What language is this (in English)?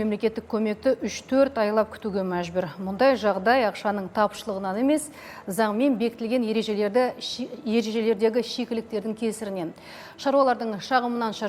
Kazakh